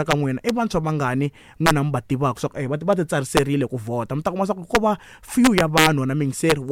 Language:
Tsonga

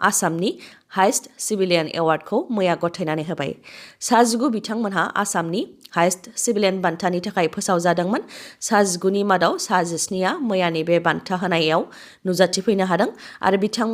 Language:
Bodo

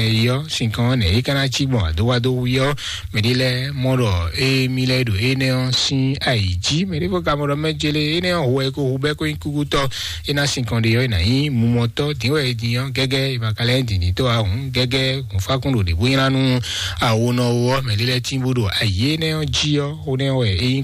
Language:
Fon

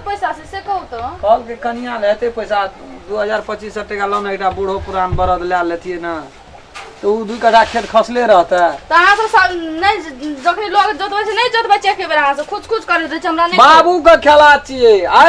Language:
Maithili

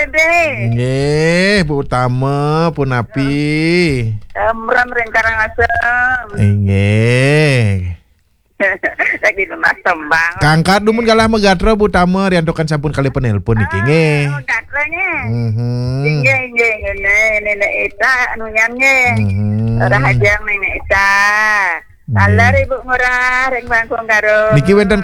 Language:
Balinese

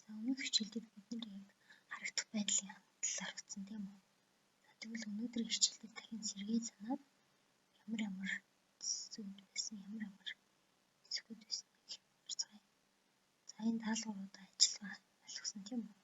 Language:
Mongolian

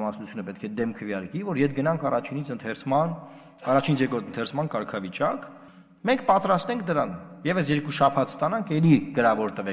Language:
Armenian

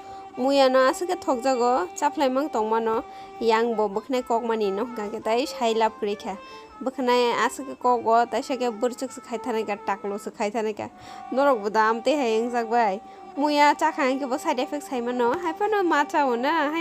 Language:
Kok Borok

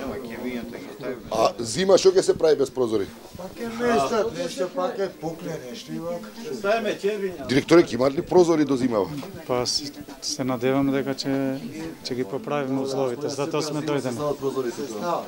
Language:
Macedonian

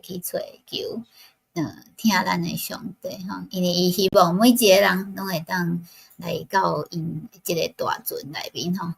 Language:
Min Nan Chinese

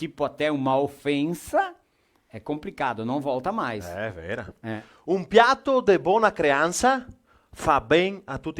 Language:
Venetian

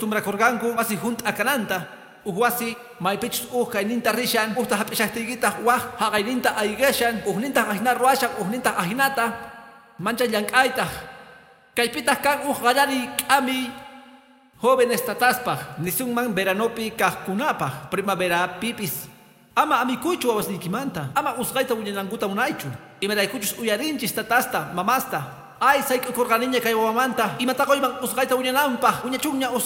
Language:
Quechua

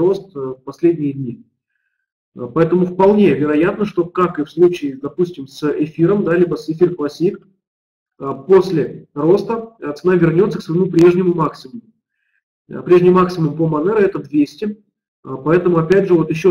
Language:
Russian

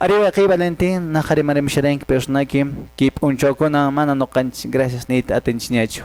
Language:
Quechua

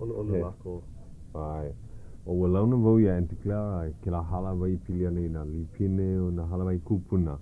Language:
Hawaiian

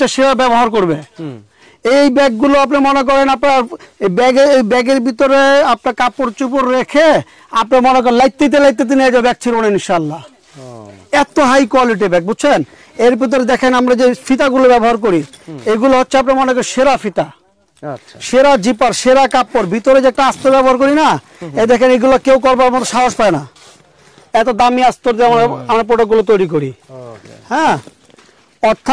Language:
Bangla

